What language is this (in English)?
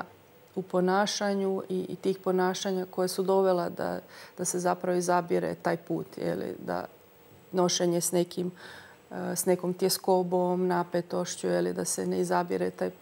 Croatian